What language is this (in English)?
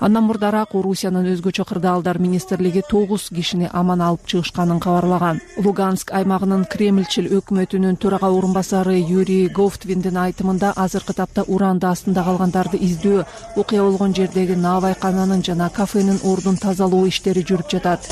Kyrgyz